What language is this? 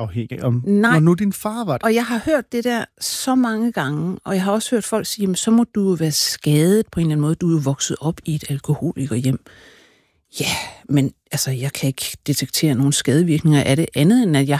Danish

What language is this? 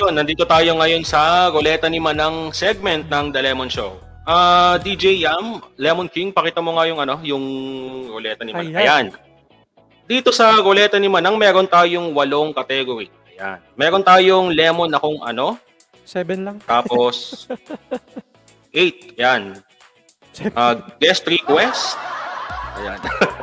Filipino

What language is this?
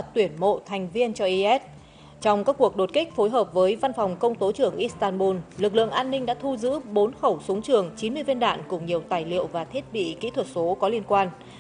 Vietnamese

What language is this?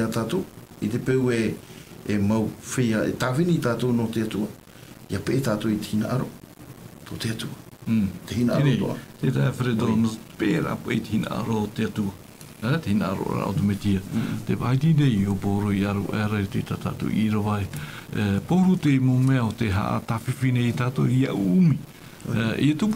Tahitian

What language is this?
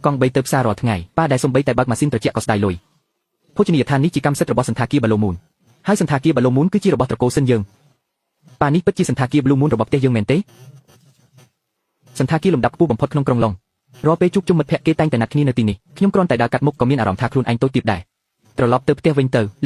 Khmer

